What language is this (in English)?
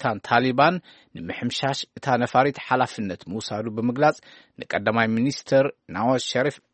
Tigrinya